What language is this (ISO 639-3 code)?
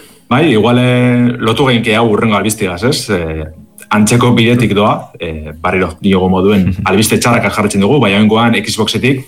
eus